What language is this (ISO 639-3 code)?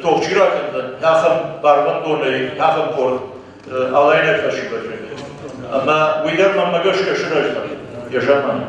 oss